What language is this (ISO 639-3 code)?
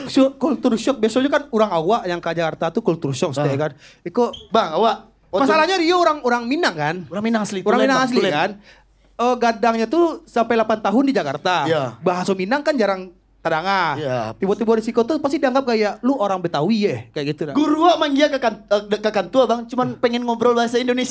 min